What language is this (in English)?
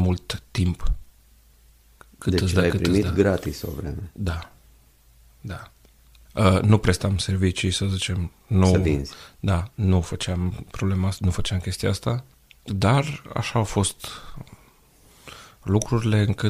Romanian